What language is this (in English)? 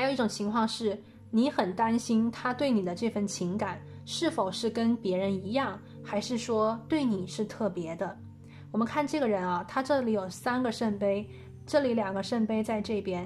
Chinese